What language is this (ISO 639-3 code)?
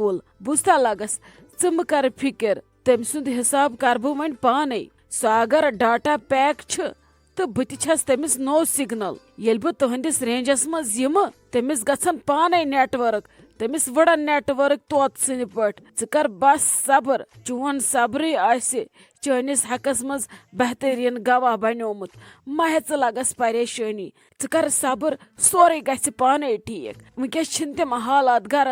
kas